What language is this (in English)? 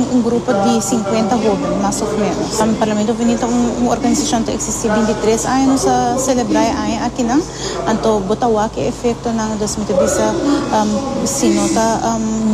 Papiamento